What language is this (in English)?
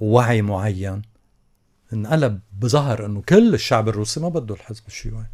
North Levantine Arabic